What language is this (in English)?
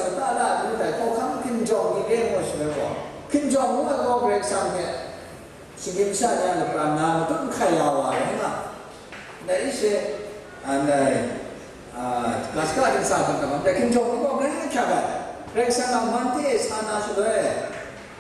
Kachin